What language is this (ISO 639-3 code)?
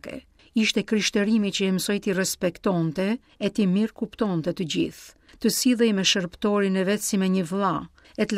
sqi